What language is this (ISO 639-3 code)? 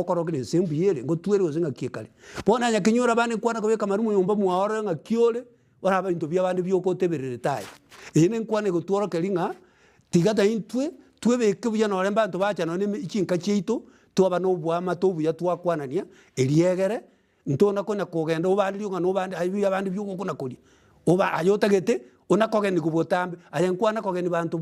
guz